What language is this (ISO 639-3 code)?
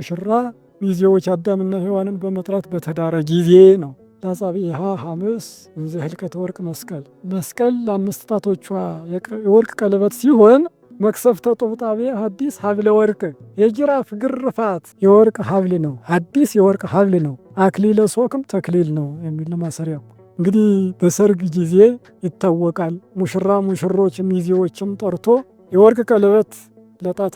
amh